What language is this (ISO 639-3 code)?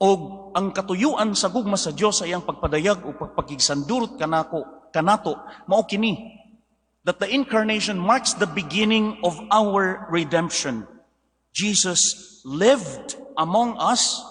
ceb